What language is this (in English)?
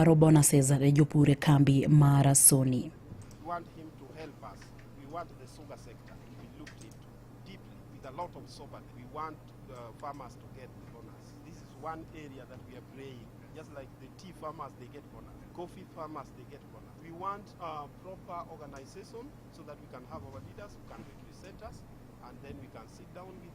Luo (Kenya and Tanzania)